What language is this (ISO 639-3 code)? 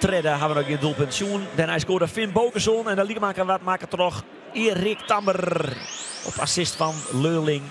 fry